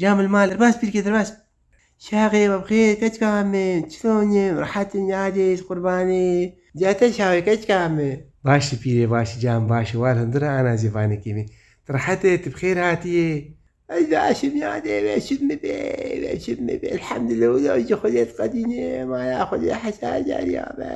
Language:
Kurdish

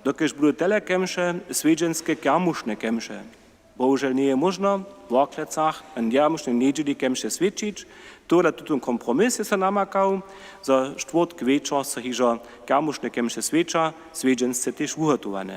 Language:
Upper Sorbian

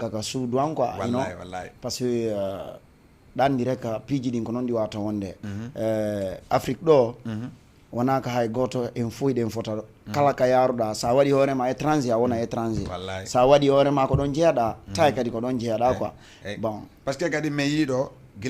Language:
Fula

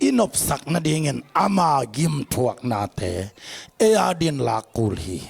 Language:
Tedim Chin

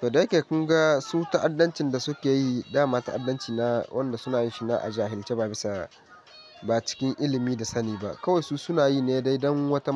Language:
Hausa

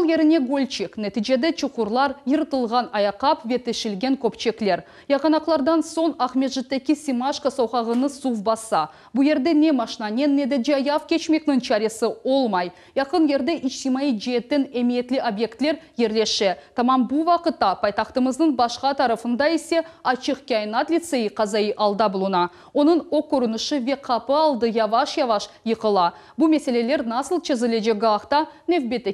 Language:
Crimean Tatar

